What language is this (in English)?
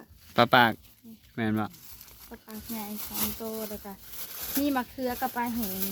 Northeastern Thai